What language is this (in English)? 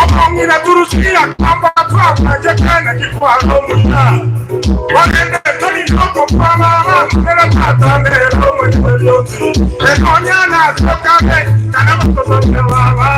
Gusii